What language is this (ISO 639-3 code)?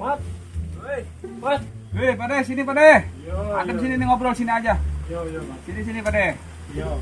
bew